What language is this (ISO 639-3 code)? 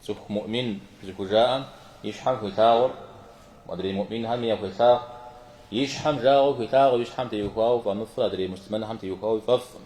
kbd